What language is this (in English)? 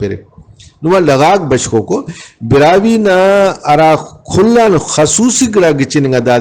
Brahui